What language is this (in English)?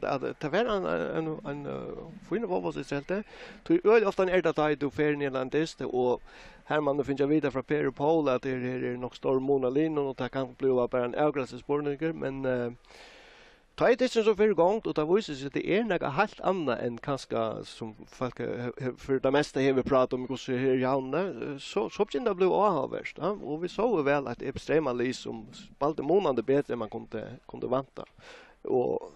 Faroese